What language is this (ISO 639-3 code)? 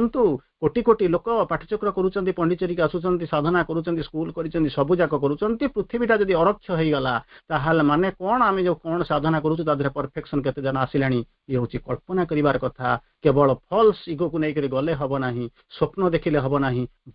ori